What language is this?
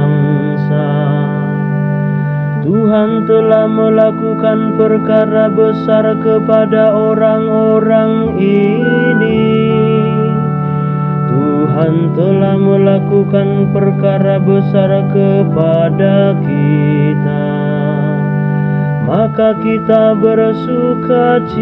Indonesian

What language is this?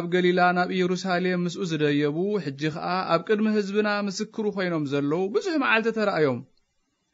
Tigrinya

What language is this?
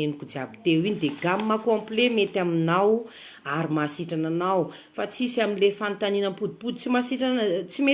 Malagasy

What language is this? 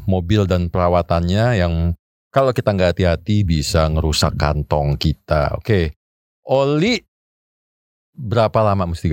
Indonesian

